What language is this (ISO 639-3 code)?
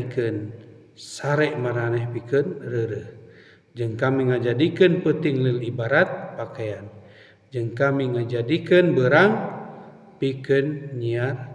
sun